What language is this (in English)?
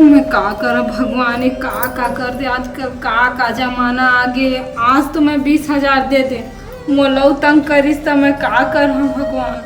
Chhattisgarhi